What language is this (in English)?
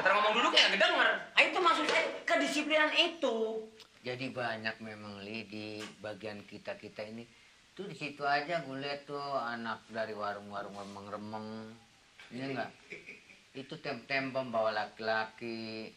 Betawi